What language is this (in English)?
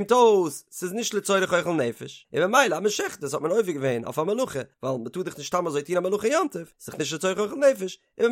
Yiddish